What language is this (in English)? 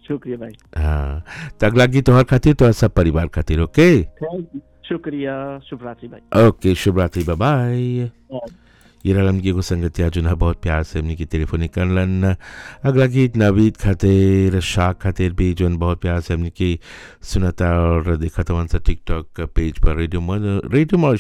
Bhojpuri